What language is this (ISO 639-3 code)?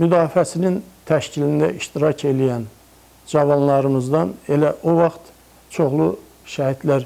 aze